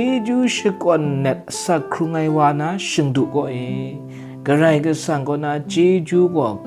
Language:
Kachin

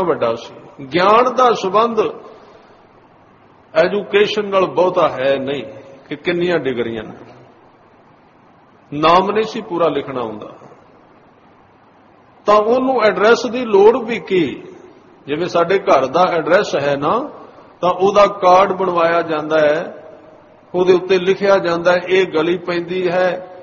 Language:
Punjabi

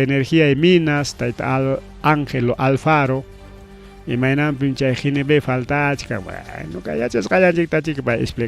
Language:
Ayacucho Quechua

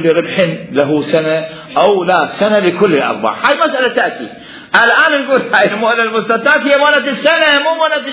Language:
Mesopotamian Arabic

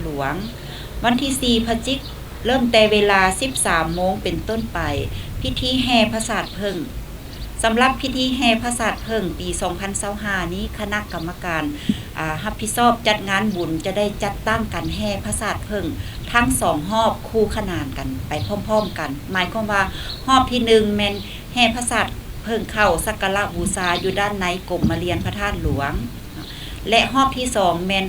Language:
Lao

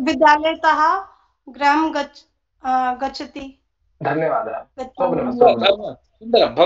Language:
Sanskrit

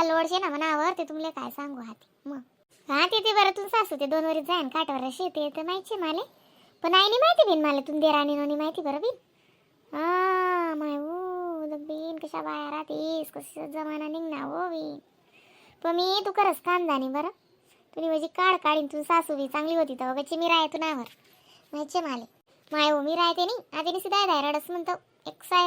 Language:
Khandesi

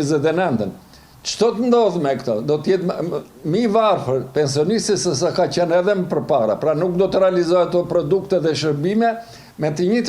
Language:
Albanian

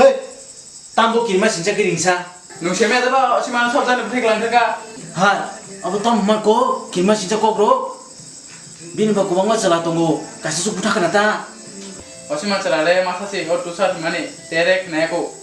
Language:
Kok Borok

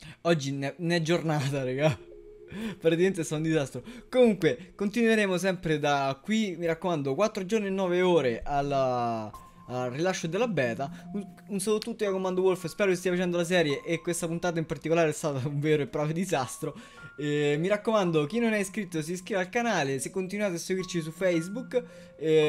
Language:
Italian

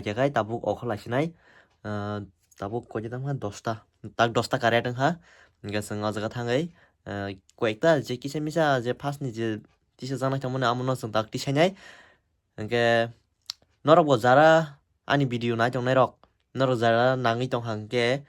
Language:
Kok Borok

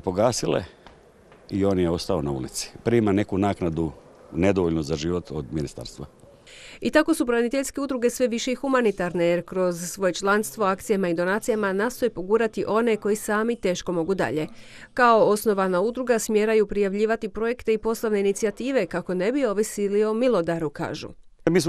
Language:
Croatian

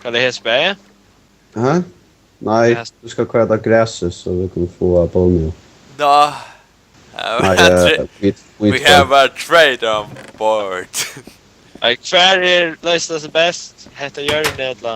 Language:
Faroese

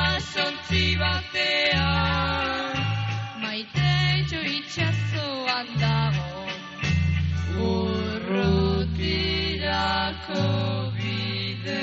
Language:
Basque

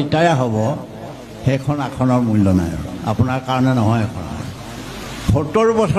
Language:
Assamese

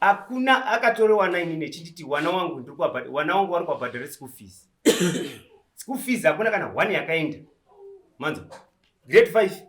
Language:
Shona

